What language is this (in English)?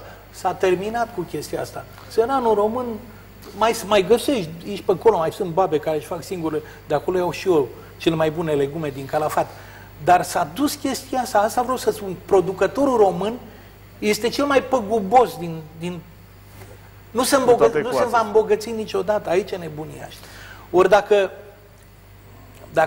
Romanian